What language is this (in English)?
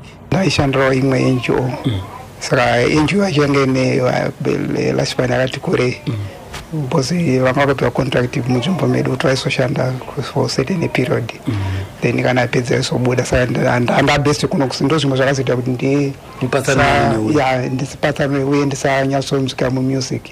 Shona